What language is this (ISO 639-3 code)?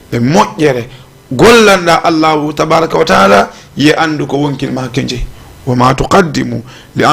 ful